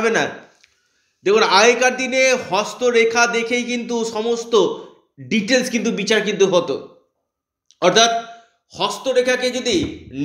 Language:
Bangla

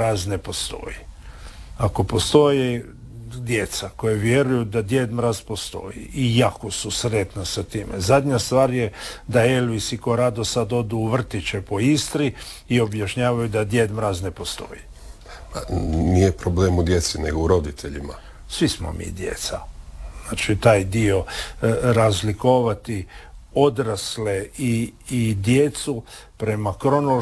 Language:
Croatian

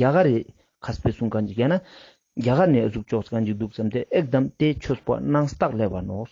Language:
Ladakhi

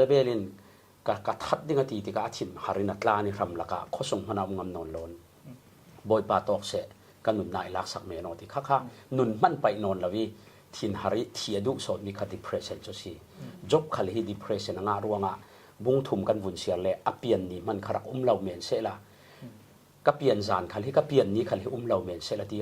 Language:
Falam Chin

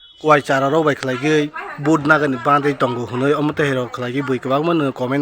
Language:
Kok Borok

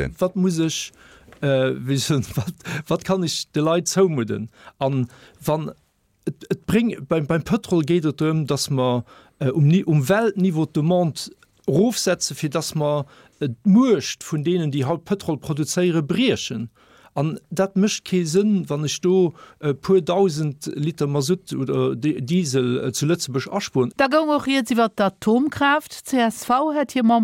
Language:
Luxembourgish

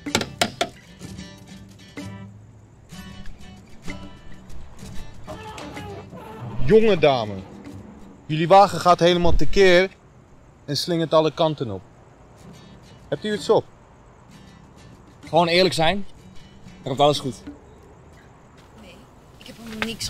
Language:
Dutch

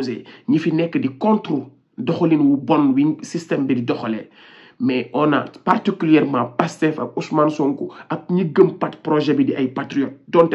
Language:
Wolof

